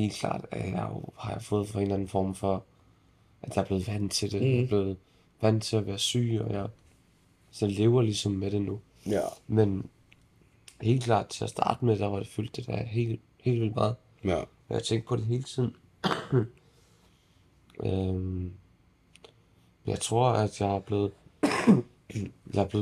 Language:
Danish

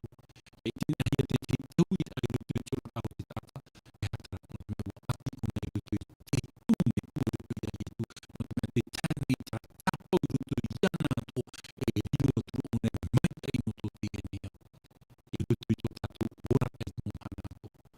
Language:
Tahitian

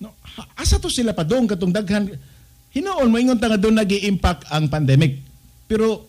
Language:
Cebuano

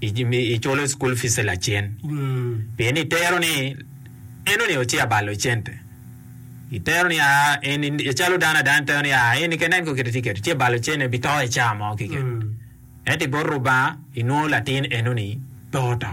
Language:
Acoli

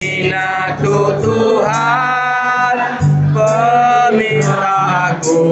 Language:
Iban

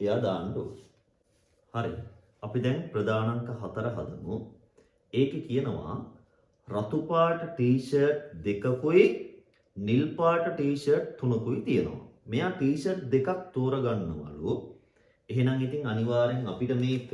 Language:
Sinhala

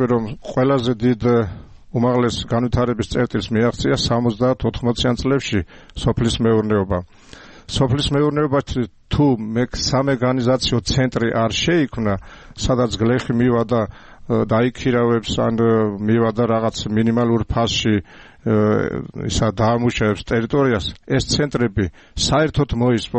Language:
Georgian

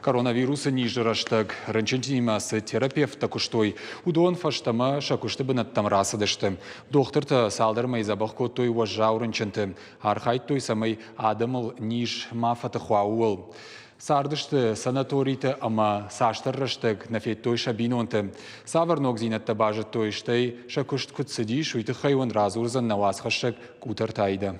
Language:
Ossetic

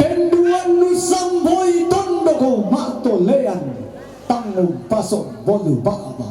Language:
Toraja-Sa'dan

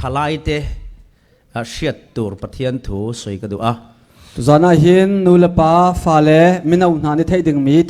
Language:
Falam Chin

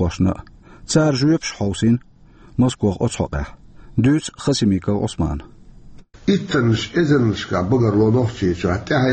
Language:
Chechen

